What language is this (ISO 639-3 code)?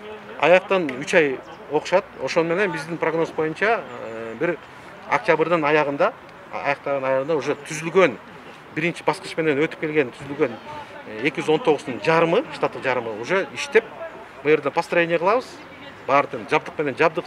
kir